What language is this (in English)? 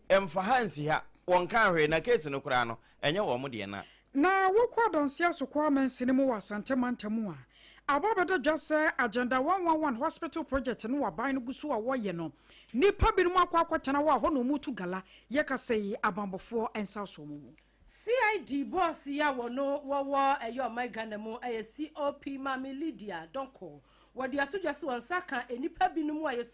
Akan